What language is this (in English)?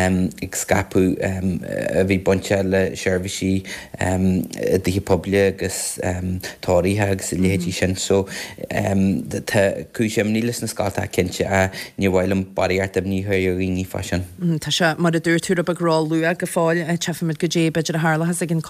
Irish